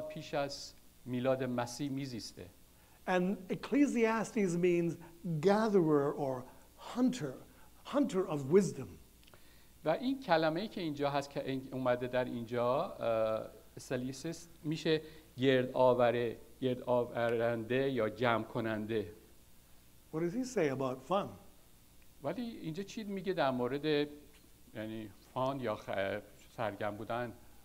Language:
Persian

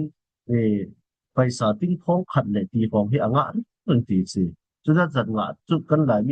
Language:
Falam Chin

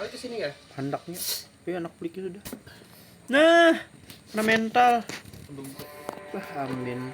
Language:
Banjar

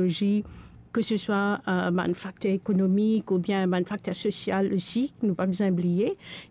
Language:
Morisyen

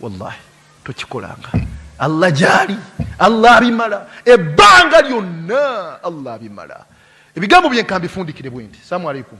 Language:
Ganda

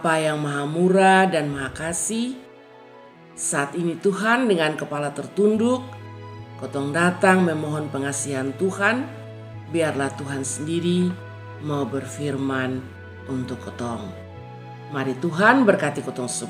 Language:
Kupang Malay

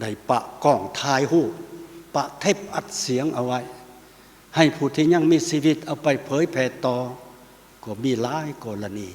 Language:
Lao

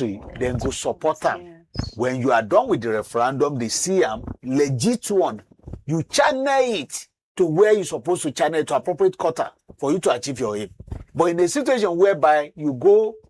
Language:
Nigerian Pidgin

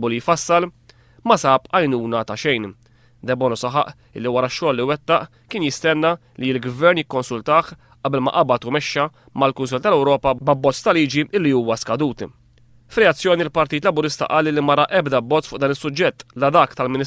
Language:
Maltese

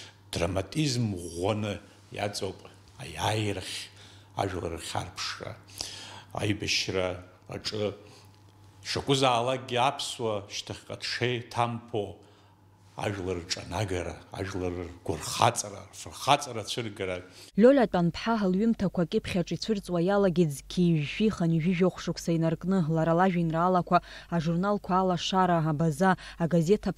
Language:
Abkhazian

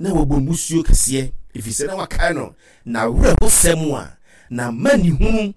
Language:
Akan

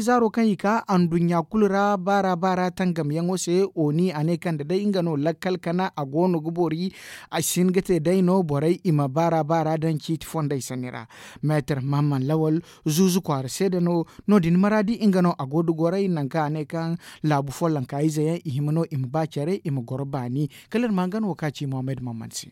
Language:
Zarma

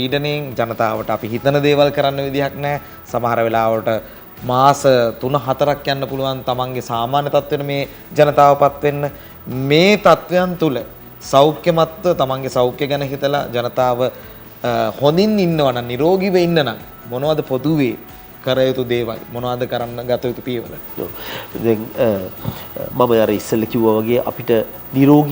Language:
Sinhala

